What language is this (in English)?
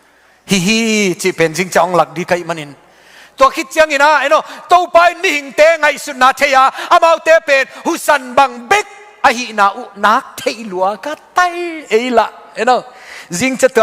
Tedim Chin